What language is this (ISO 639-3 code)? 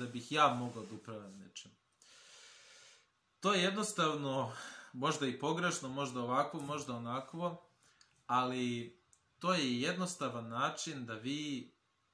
srp